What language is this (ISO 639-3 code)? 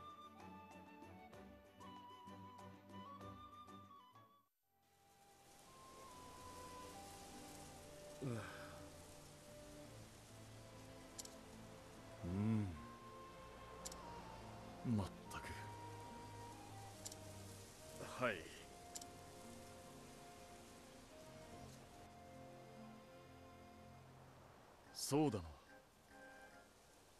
jpn